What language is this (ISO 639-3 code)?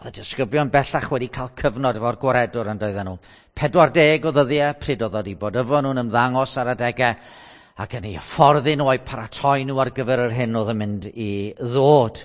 cym